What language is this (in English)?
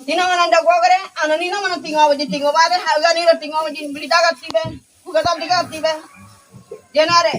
Ngäbere